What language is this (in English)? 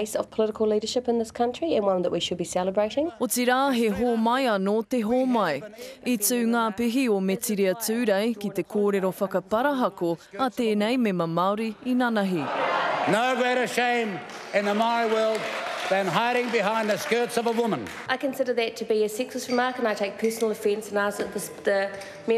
Māori